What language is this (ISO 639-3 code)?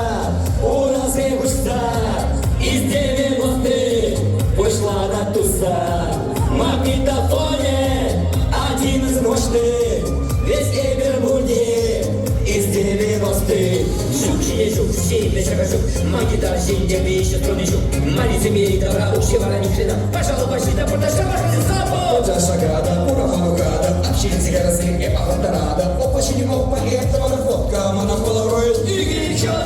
chv